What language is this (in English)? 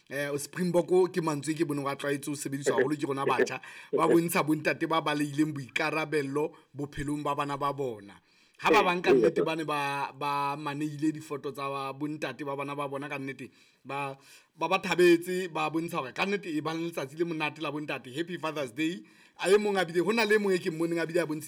Southern Sotho